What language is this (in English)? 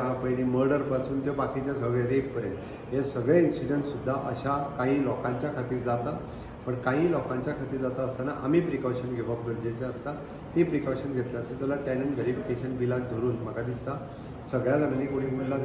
Konkani